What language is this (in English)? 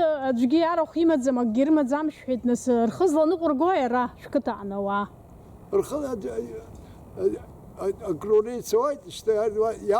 Abkhazian